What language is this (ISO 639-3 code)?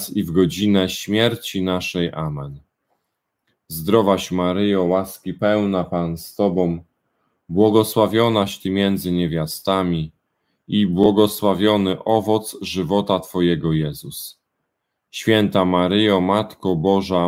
pol